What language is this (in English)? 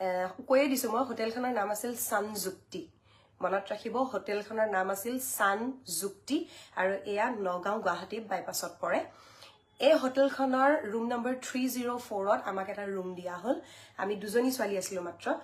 Assamese